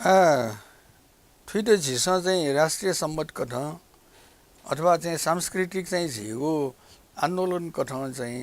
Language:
Newari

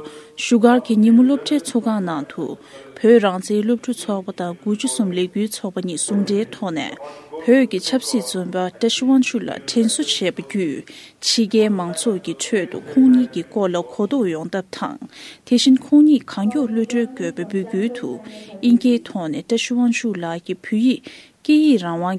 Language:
Tibetan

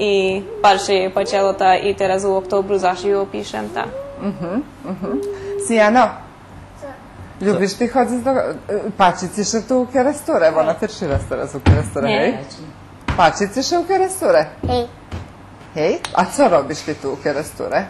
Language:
Rusyn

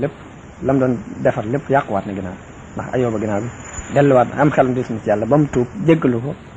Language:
Wolof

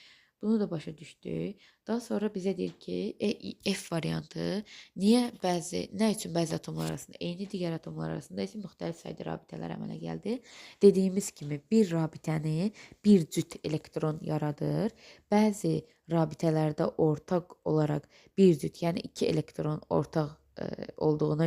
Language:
Azerbaijani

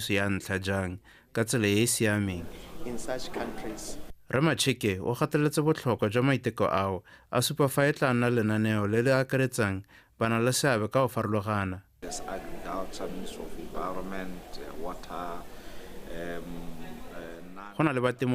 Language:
Tswana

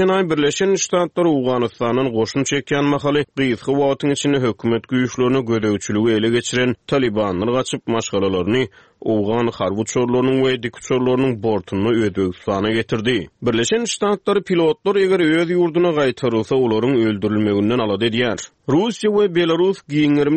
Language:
Turkmen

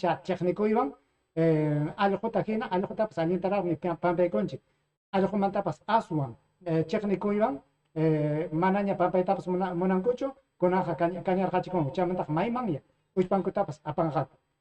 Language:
Ayacucho Quechua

